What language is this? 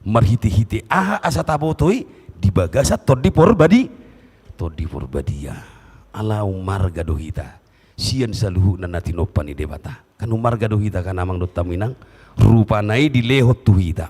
Batak Toba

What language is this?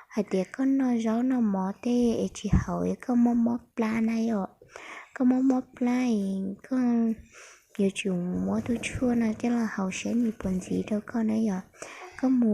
Hmong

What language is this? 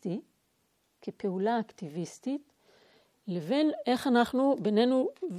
Hebrew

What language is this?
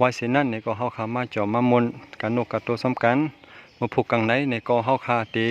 Shan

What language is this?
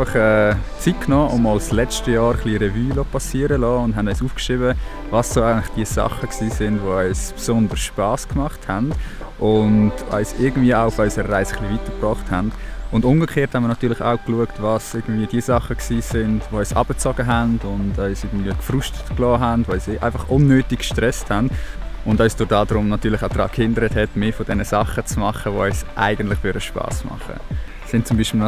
Swiss German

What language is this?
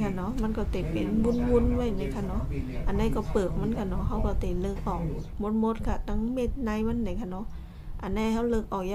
Shan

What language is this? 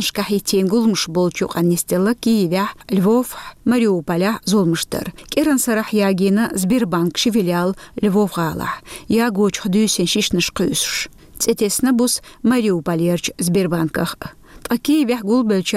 Chechen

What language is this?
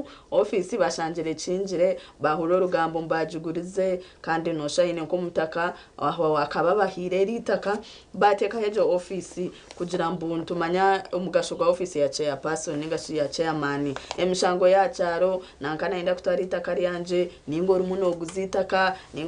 Nyankole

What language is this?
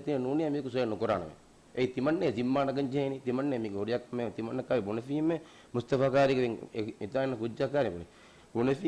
Divehi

